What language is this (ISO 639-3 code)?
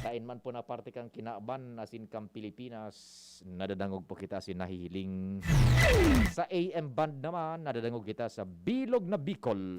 bik